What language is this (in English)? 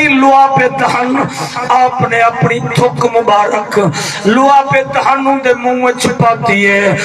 Saraiki